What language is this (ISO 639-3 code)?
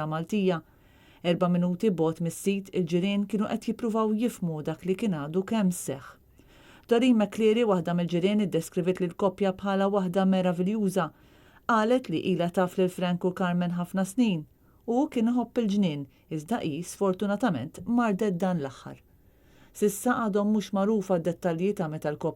mlt